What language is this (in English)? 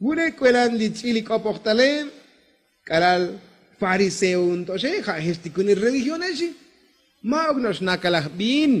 Tzotzil